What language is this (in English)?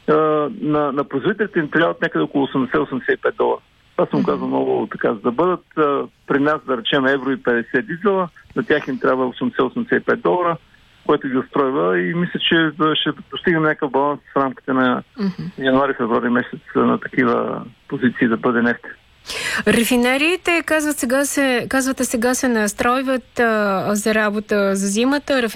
Bulgarian